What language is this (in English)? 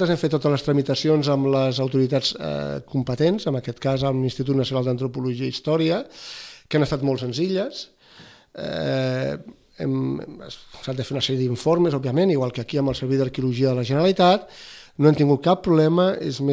Catalan